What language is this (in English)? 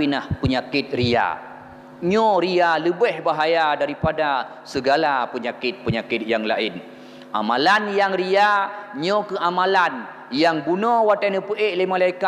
Achinese